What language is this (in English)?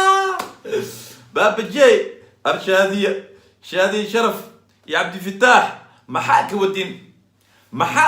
Somali